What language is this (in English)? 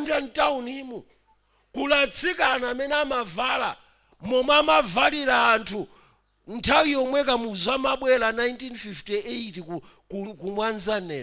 Nyanja